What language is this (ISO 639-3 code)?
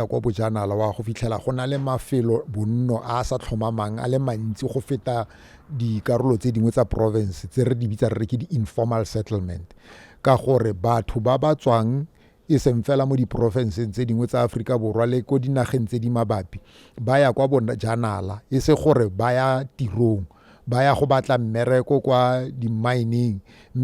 tsn